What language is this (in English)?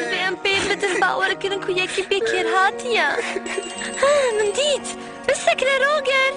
Kurdish